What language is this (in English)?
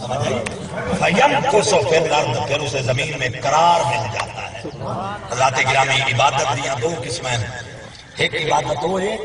Saraiki